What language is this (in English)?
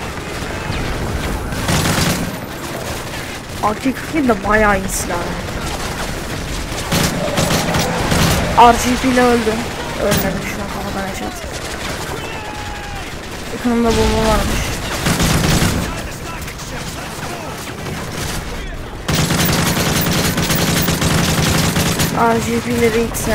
Turkish